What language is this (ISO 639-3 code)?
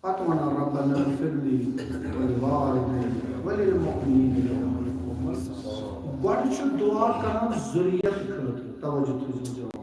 kas